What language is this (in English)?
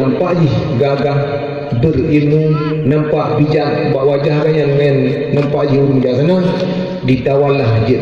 Achinese